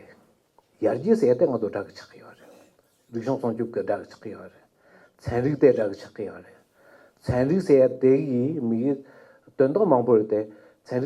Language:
Tibetan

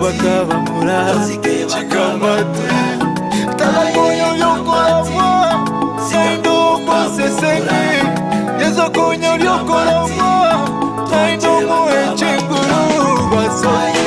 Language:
Gusii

